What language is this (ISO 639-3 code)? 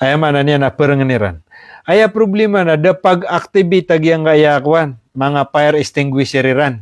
mrw